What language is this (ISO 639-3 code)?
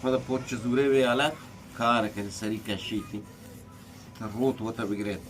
bgp